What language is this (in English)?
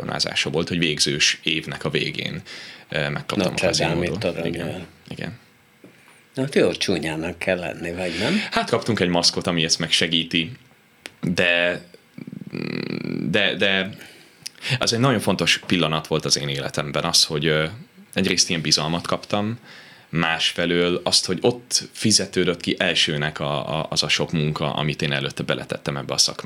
Hungarian